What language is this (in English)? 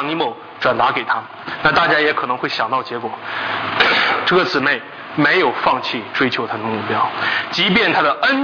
Chinese